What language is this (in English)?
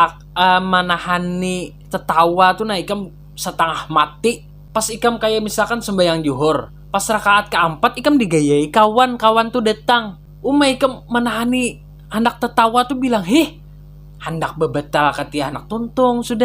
Banjar